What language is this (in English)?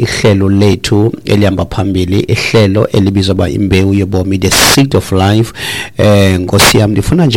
Xhosa